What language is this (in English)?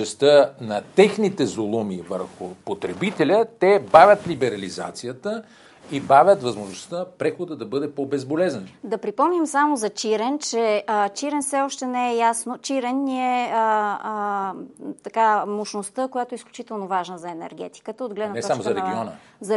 Bulgarian